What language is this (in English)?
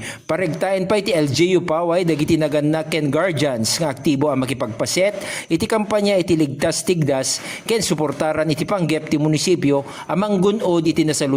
Iloko